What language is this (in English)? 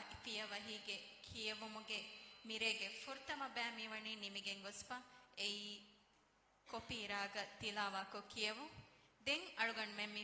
Divehi